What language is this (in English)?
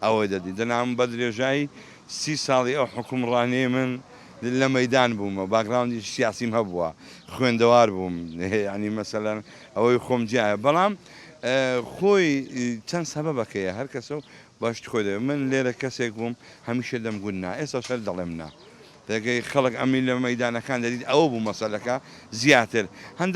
Central Kurdish